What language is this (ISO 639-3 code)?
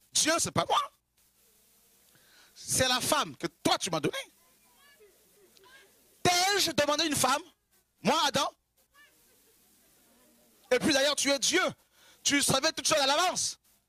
fra